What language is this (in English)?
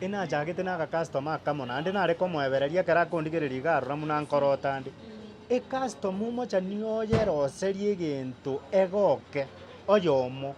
Gusii